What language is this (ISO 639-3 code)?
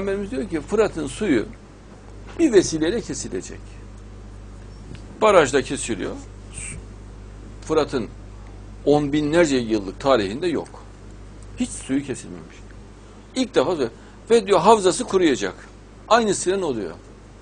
tur